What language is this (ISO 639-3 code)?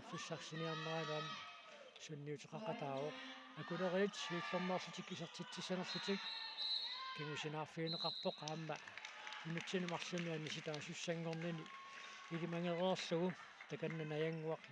kal